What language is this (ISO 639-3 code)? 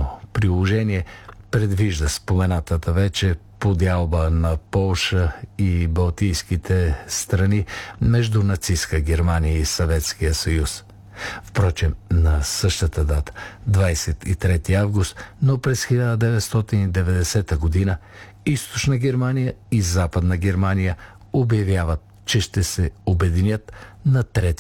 bul